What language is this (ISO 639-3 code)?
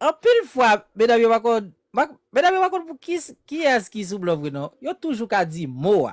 hat